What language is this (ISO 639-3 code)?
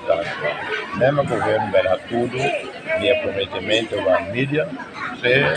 tet